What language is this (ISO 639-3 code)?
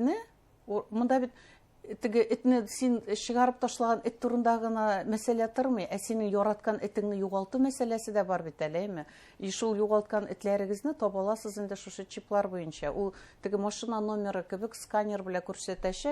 bak